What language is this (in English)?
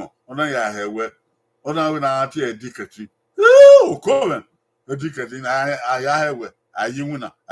Bini